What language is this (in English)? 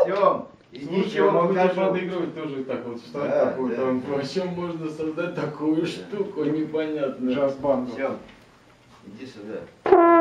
Russian